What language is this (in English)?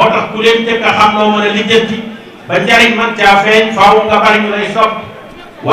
Wolof